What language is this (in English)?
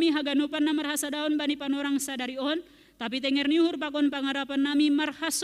Batak Simalungun